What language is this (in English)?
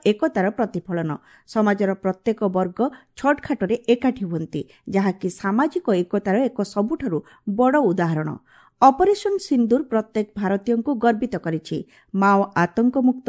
Odia